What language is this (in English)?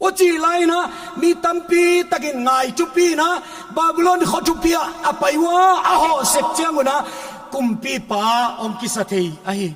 Paite Chin